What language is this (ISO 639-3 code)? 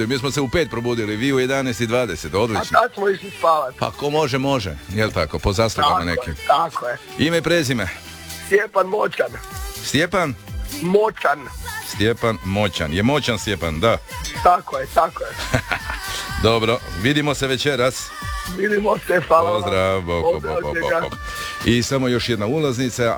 hrv